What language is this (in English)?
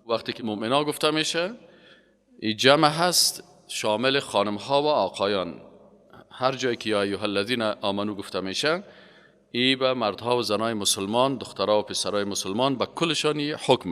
Persian